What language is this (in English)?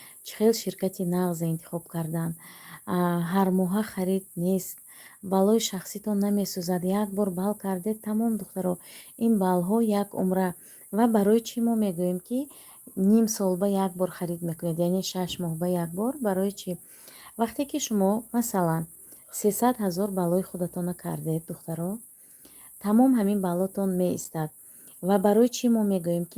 Tajik